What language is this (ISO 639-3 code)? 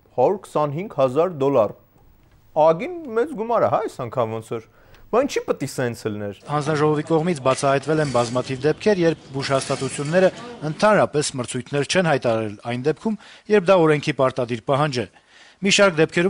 hye